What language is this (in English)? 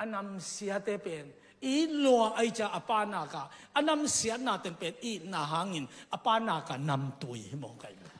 Tedim Chin